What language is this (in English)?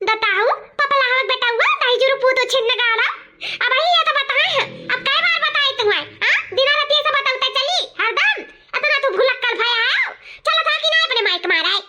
Awadhi